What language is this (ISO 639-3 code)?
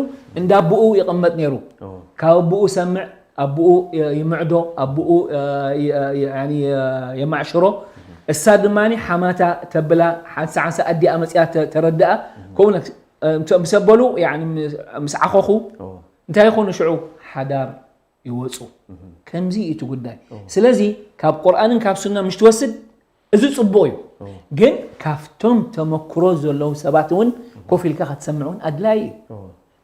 tir